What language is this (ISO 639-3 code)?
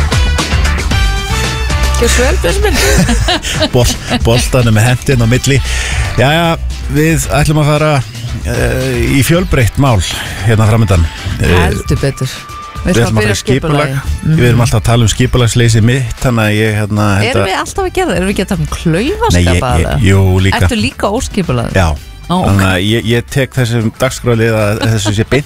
isl